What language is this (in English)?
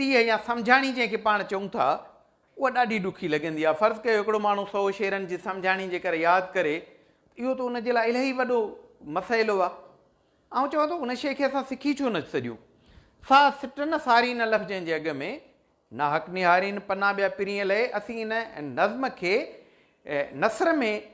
Sindhi